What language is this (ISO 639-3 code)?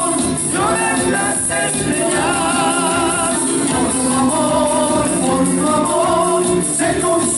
spa